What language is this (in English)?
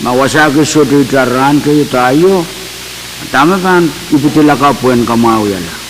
Pohnpeian